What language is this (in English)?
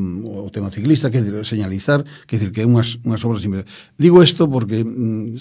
Galician